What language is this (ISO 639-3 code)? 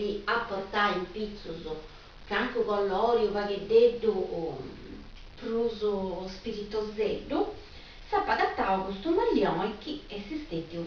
srd